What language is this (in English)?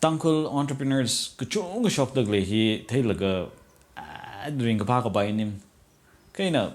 Tangkhul Naga (India)